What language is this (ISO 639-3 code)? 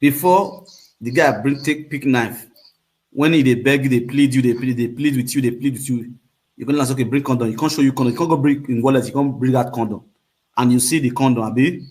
pcm